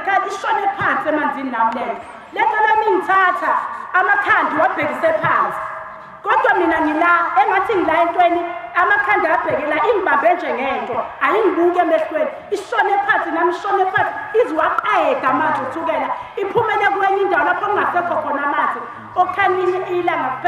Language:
Zulu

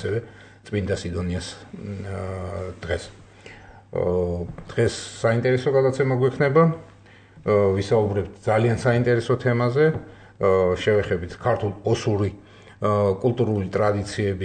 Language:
Georgian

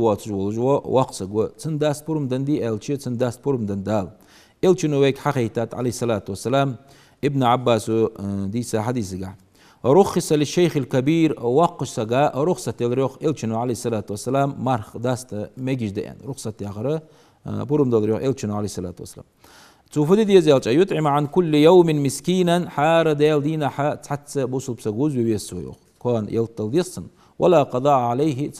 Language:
Ingush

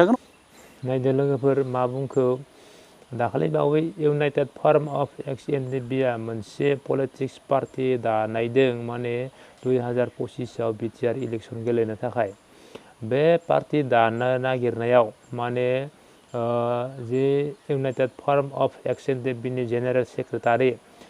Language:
Bodo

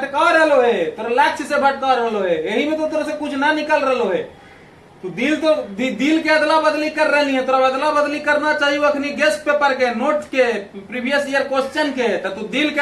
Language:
Magahi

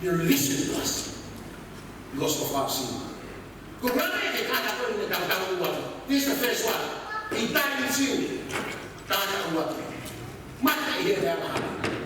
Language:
Tongan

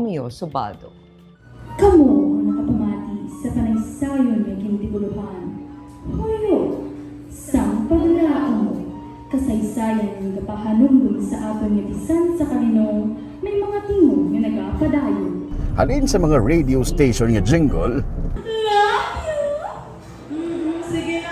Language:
Hiligaynon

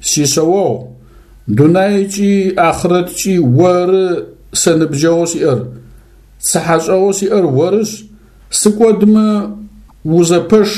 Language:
Adyghe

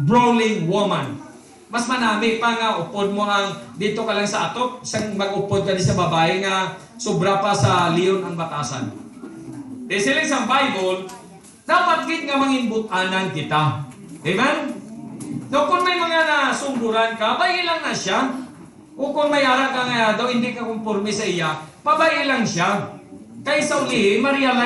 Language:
Hiligaynon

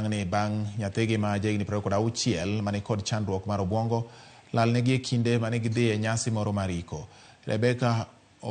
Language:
Luo (Kenya and Tanzania)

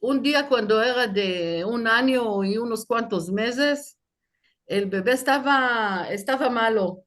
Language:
Ladino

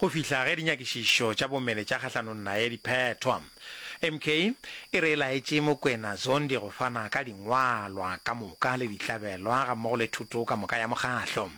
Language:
Northern Sotho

